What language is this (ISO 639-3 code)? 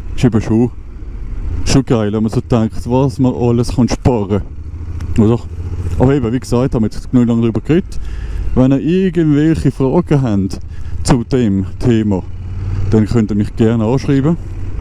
gsw